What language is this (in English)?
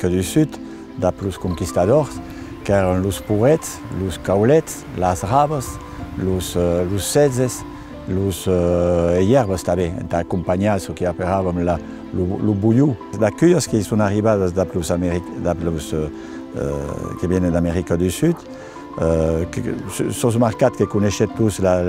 Occitan